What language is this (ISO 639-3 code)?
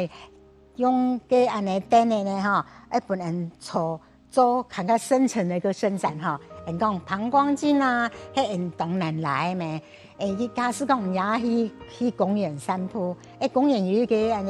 hak